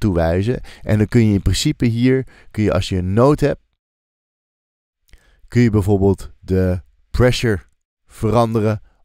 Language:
Dutch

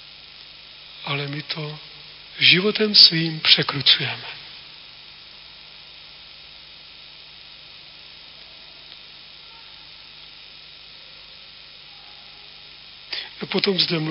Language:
Czech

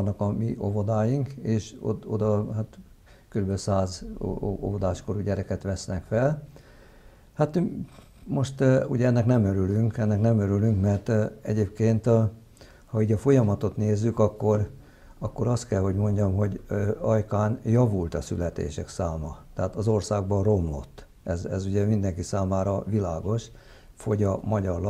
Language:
Hungarian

